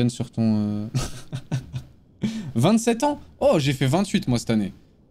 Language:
French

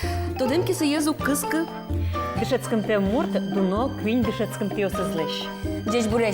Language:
Udmurt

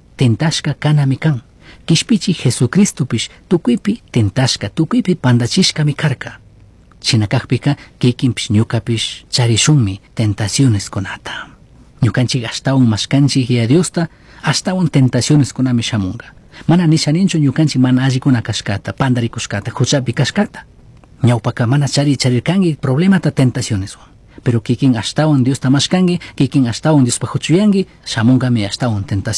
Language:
Chimborazo Highland Quichua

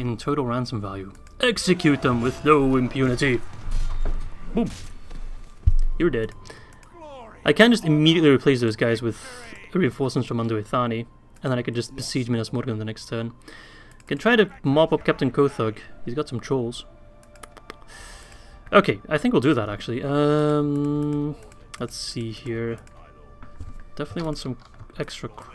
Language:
English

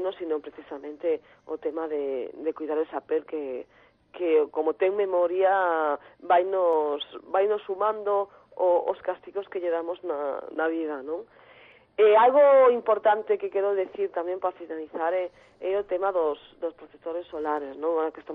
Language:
Galician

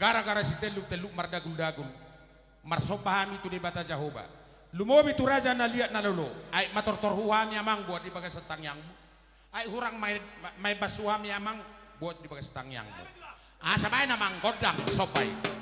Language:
Batak Toba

